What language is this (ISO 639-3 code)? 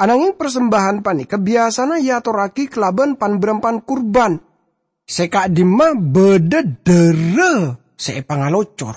mad